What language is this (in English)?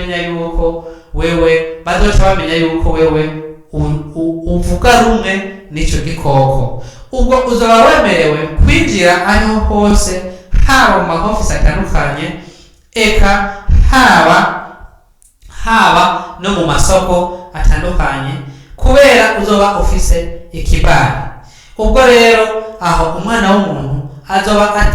Rundi